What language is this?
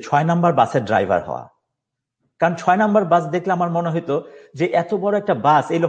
Bangla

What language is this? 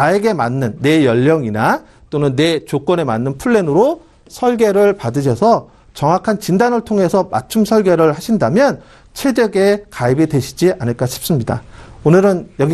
Korean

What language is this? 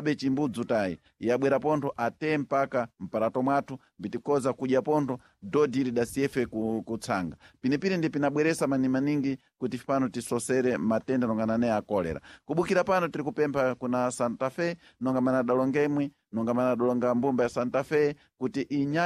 Sena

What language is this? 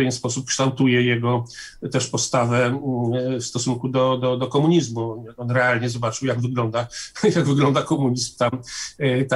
Polish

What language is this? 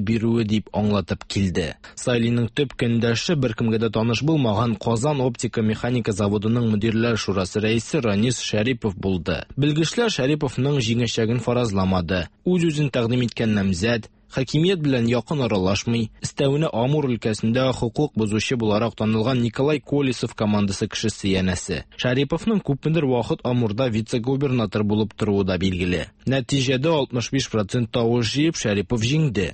Tatar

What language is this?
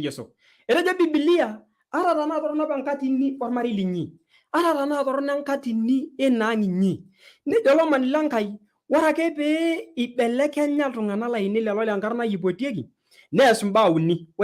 Masai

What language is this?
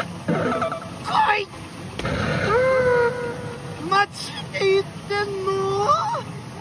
Japanese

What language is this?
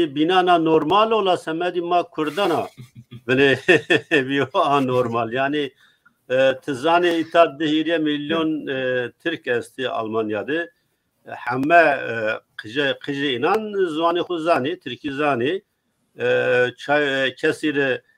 Zaza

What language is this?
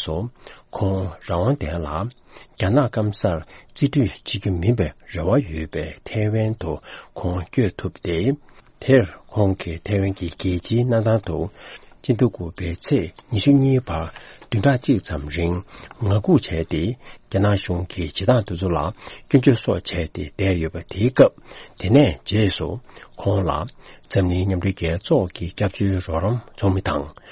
Tibetan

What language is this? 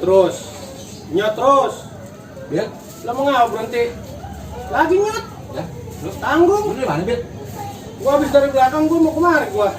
Betawi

